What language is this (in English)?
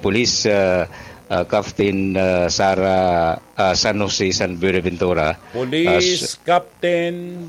Bikol